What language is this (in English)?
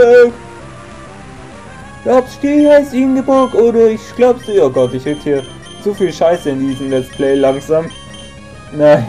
German